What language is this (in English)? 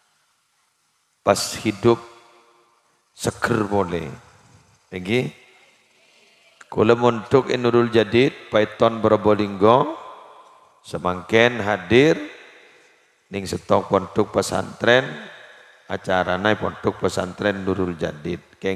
Madurese